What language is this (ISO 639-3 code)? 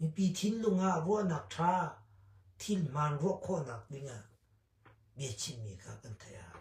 cnh